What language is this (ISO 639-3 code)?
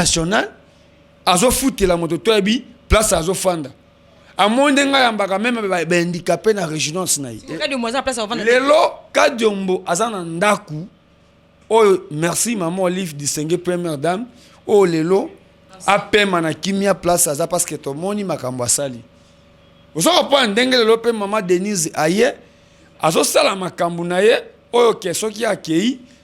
lin